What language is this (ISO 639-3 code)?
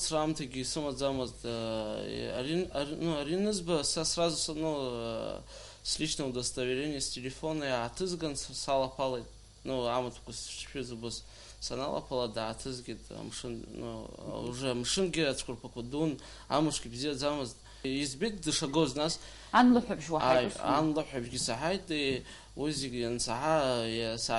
abk